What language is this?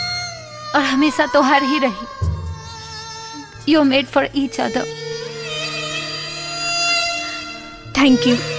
Bhojpuri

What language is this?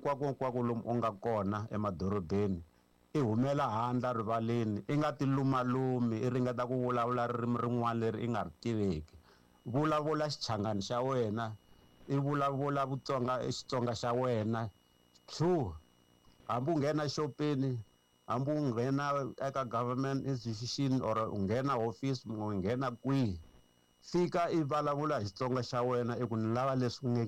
Tsonga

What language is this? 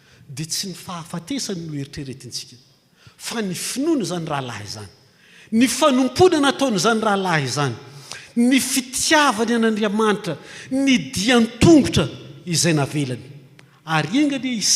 Malagasy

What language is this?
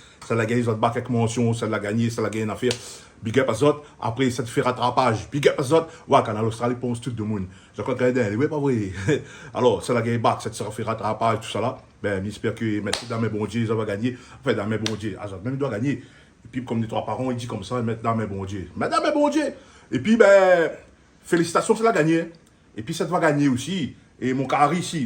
Réunion Creole French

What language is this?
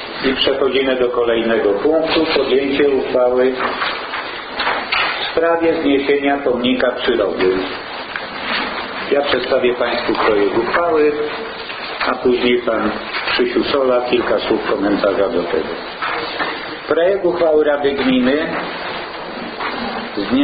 Polish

